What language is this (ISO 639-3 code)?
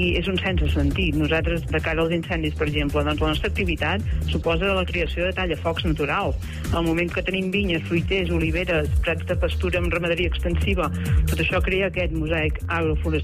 cat